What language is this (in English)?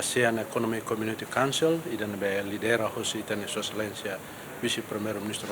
Tetum